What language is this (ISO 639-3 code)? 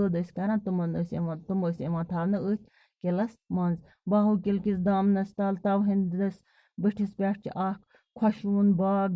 kas